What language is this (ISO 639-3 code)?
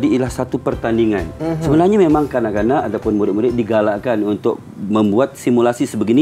msa